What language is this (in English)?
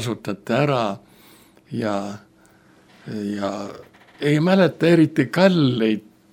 Estonian